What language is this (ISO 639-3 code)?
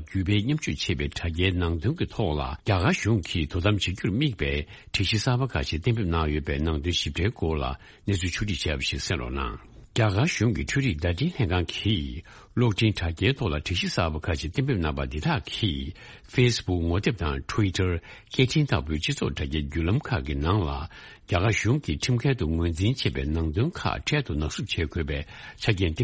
bod